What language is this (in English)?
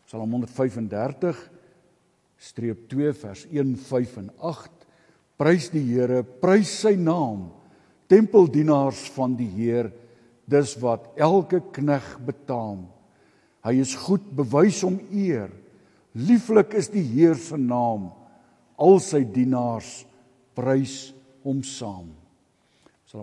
Afrikaans